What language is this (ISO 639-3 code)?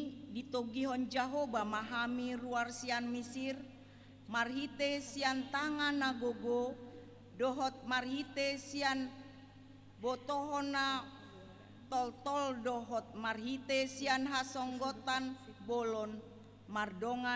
bbc